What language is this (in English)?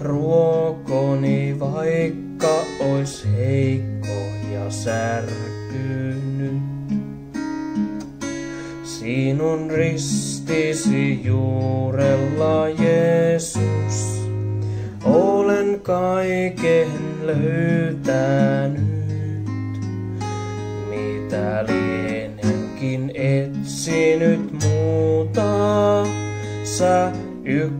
Finnish